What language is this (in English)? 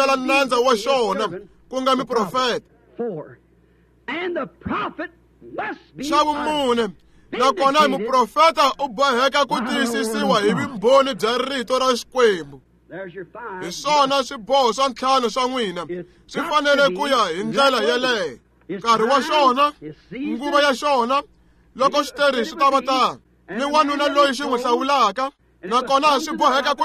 Tsonga